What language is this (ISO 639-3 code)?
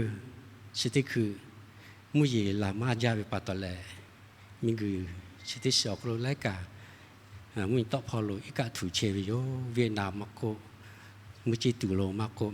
lhu